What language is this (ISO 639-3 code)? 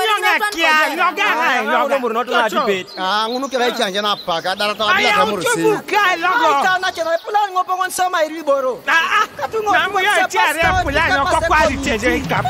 teo